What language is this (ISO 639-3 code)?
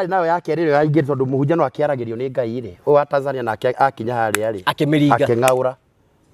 kik